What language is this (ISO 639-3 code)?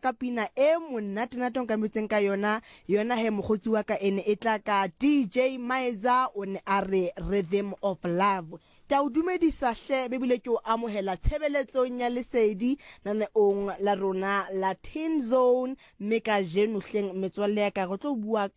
sot